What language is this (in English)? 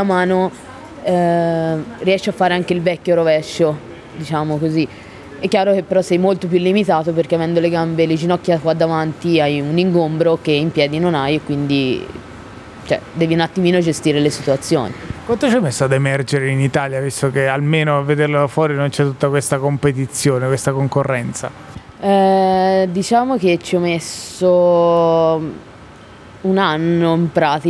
Italian